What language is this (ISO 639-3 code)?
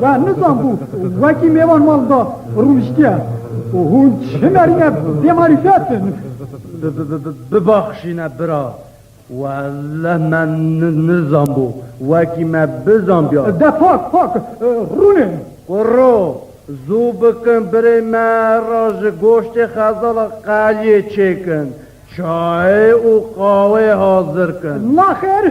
kur